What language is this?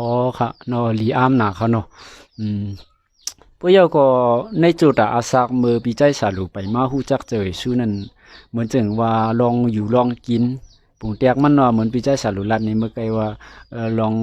Shan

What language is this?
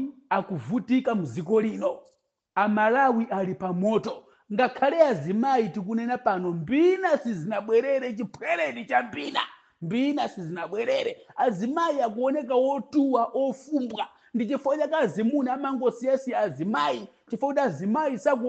Nyanja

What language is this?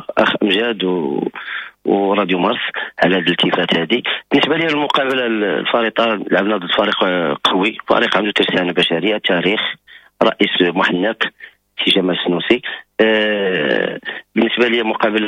Moroccan Arabic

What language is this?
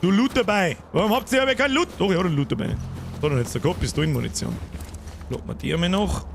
Bavarian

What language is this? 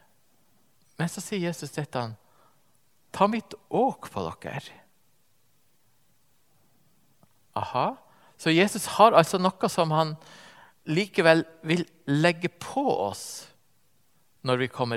Norwegian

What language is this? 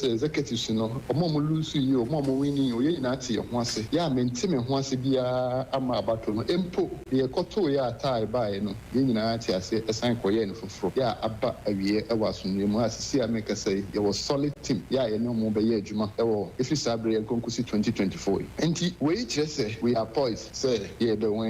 Akan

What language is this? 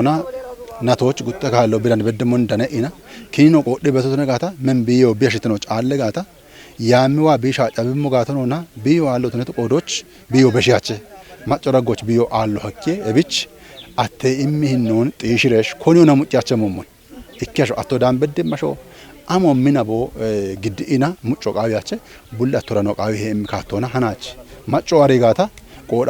Kafa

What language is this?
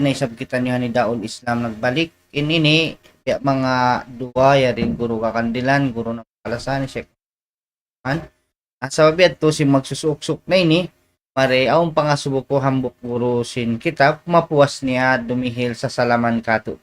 Tausug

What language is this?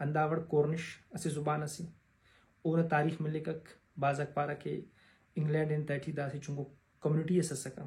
Brahui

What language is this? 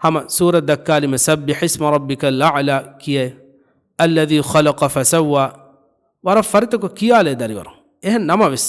Divehi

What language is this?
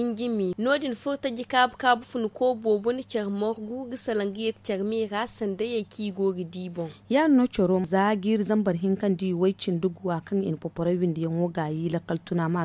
Zarma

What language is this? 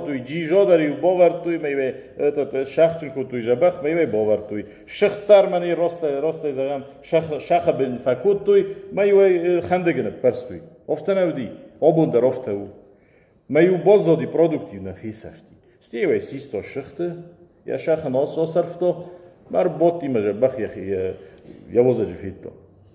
Ossetic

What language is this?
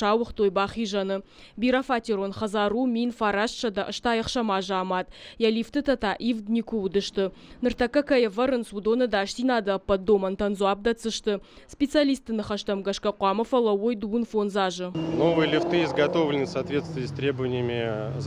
Ossetic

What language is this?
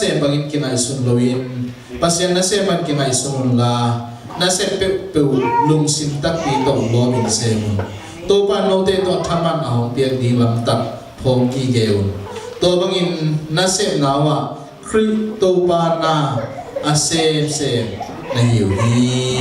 Tedim Chin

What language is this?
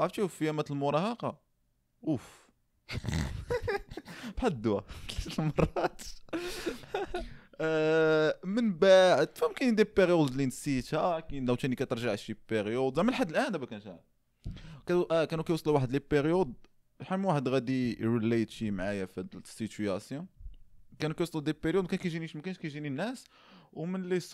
Moroccan Arabic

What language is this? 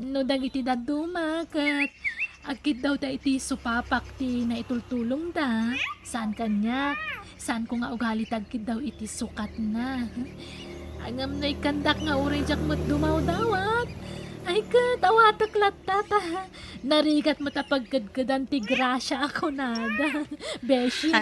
Iloko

